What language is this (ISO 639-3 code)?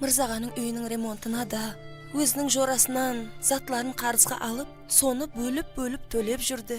kaa